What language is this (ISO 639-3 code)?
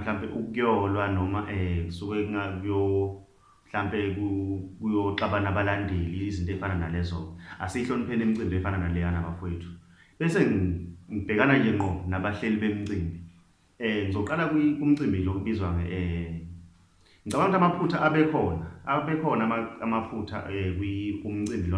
zul